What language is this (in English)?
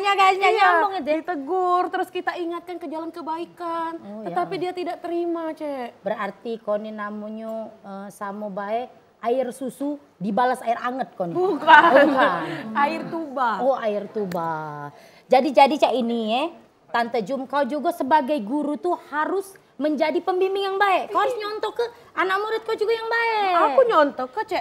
Musi